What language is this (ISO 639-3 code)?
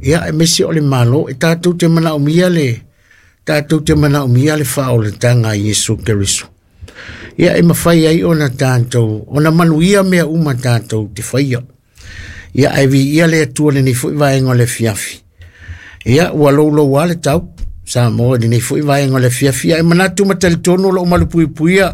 smo